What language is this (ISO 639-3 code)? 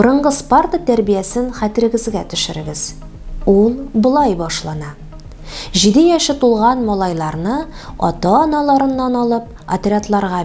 tat